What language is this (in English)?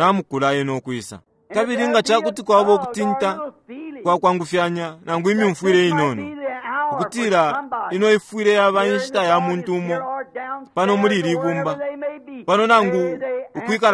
Bemba